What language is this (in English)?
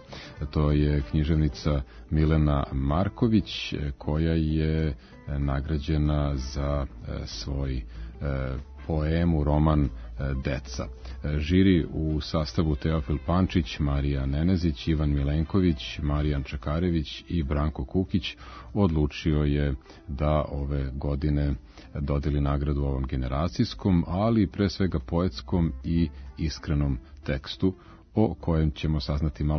Serbian